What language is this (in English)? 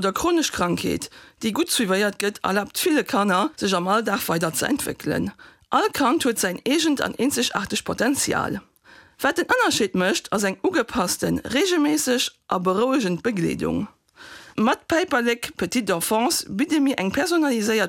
Luxembourgish